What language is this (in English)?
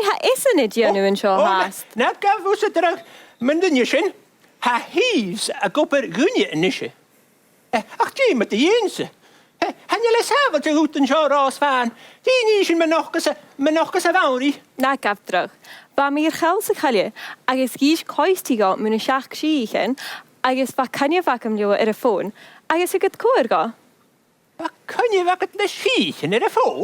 Scottish Gaelic